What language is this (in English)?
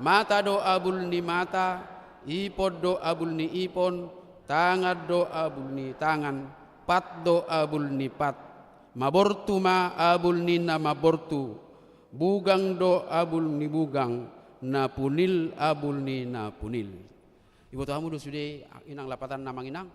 Batak Toba